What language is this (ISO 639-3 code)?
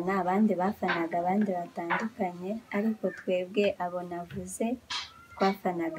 kin